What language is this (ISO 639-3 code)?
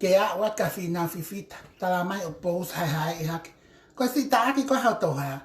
ton